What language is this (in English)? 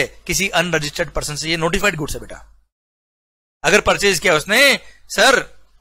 Hindi